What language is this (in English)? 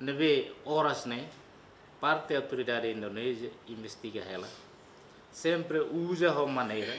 Tetum